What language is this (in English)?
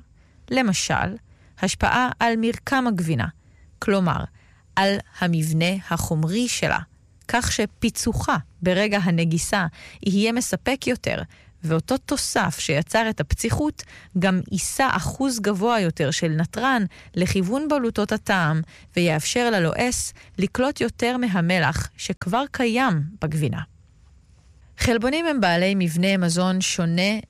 Hebrew